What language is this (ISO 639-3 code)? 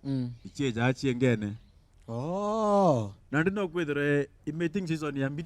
mer